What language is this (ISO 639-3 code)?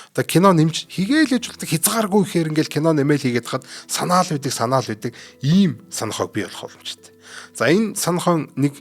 mon